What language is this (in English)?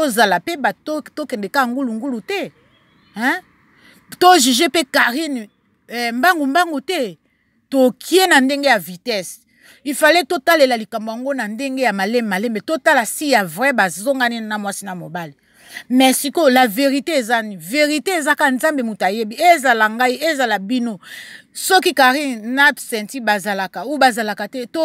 Lingala